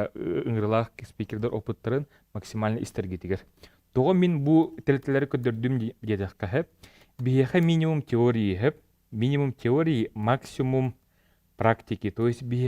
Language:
Yakut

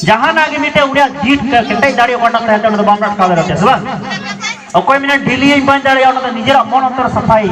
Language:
Santali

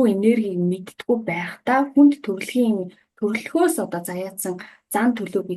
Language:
Mongolian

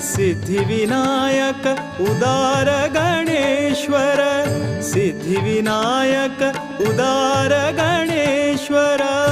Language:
Konkani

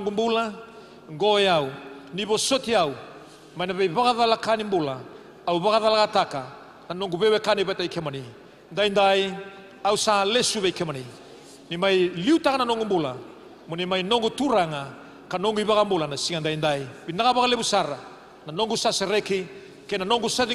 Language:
Fijian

